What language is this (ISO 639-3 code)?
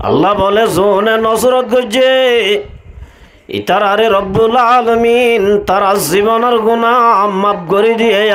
rhg